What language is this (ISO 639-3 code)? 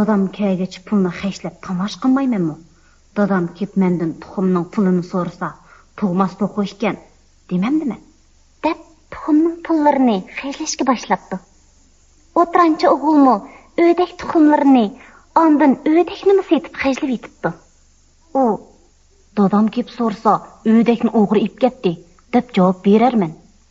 uig